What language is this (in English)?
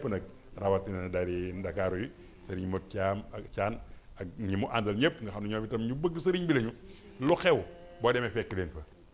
Wolof